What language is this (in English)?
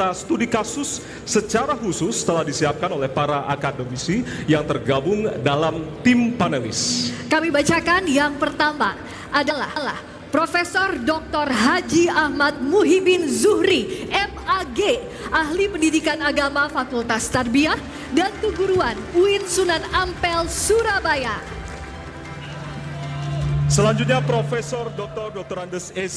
Indonesian